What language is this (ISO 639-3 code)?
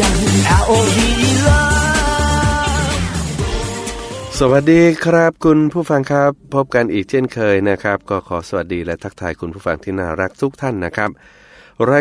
tha